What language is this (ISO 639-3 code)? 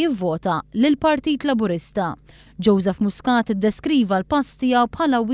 mlt